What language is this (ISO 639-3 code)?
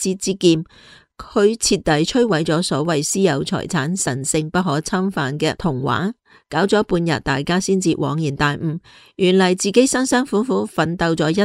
yue